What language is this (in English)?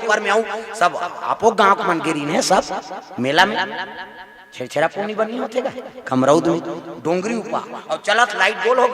Chhattisgarhi